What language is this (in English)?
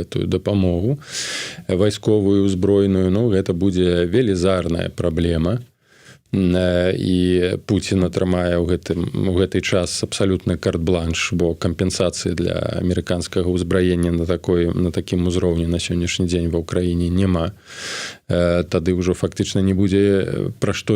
Belarusian